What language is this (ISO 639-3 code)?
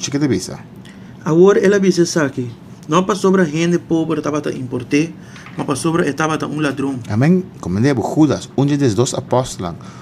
pap